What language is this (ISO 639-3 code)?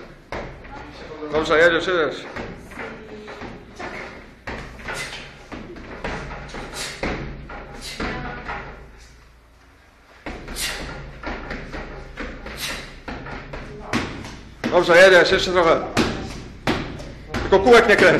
pol